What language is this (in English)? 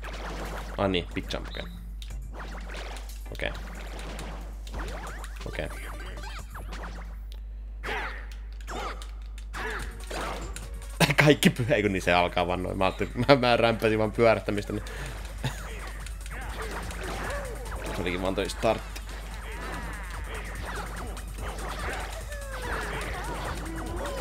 Finnish